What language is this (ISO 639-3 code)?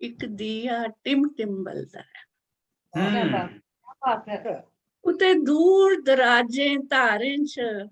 doi